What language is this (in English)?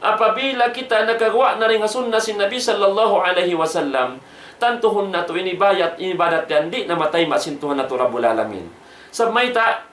Tausug